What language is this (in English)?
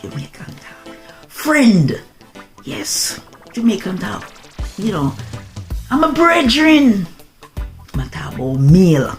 Jamaican Creole English